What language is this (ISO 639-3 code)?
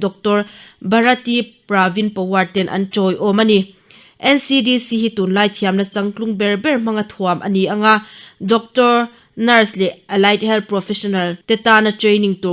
lus